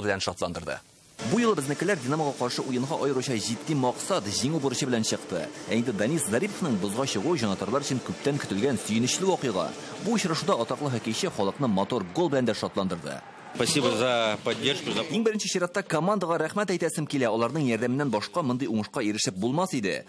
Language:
Tatar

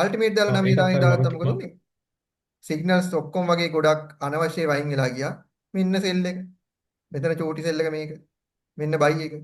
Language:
Sinhala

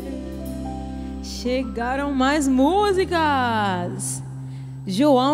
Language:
Portuguese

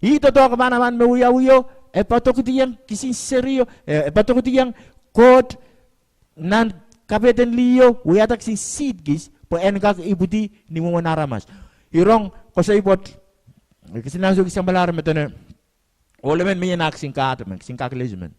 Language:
Pohnpeian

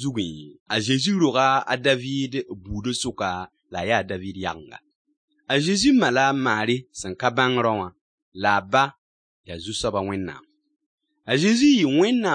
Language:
Mossi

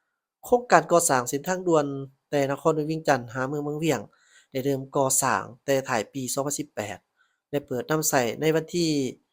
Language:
Lao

